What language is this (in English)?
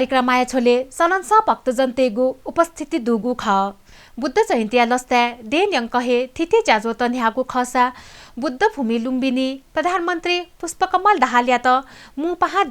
Newari